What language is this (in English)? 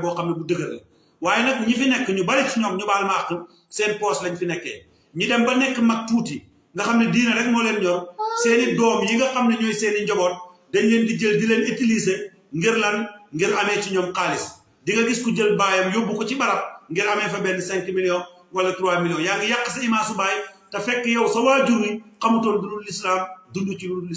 Wolof